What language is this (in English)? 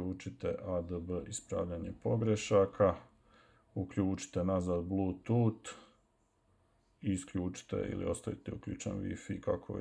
Croatian